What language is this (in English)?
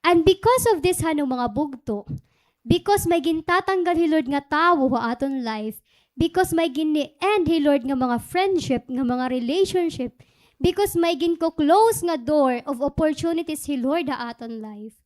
Waray